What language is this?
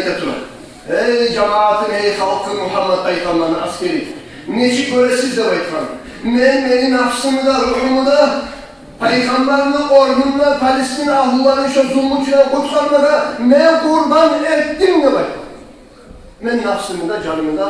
Kumyk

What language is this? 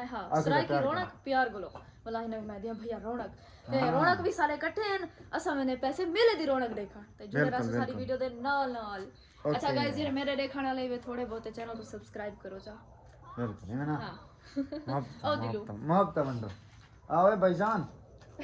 Saraiki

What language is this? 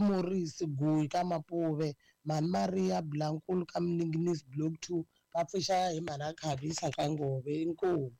Tsonga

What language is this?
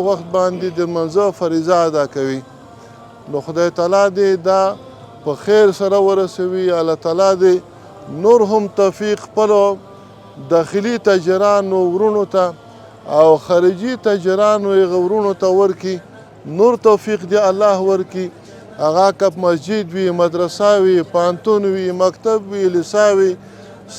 Pashto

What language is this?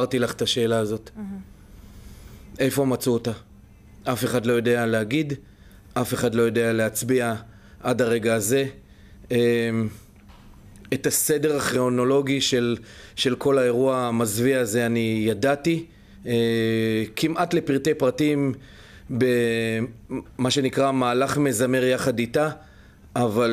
Hebrew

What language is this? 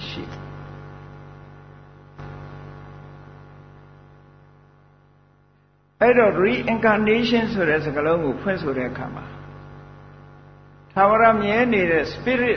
Burmese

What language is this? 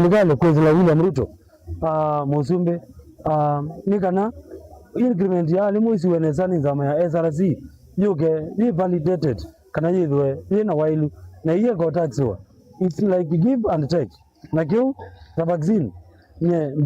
Kamba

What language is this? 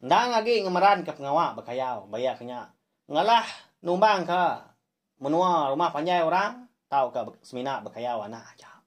Iban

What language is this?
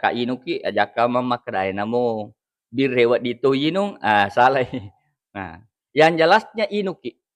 Buginese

